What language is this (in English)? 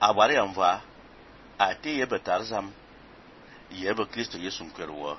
Fang